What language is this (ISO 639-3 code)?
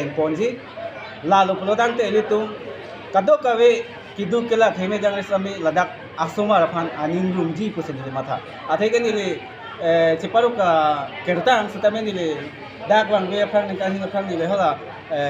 mjw